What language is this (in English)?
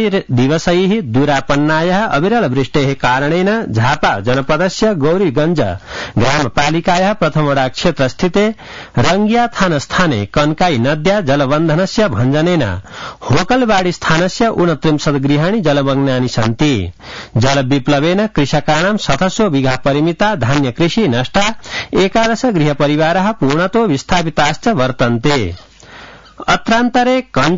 Sanskrit